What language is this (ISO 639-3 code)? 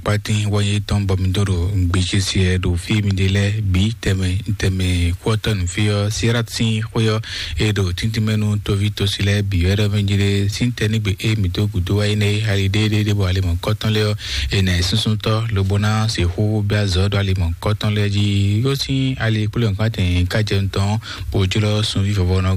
fon